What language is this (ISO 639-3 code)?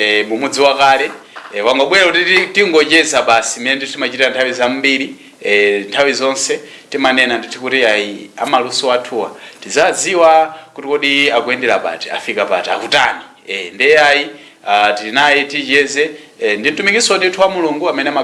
nya